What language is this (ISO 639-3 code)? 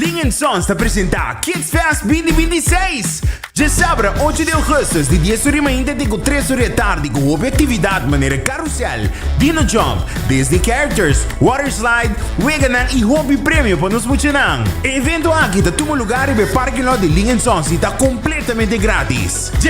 pap